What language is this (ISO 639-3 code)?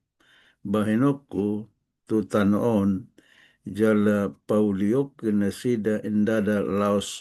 bbc